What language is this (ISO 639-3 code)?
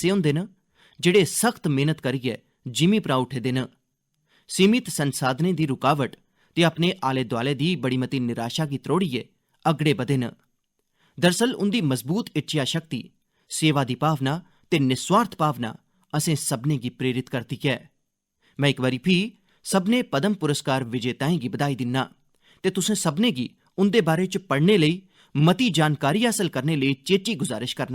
doi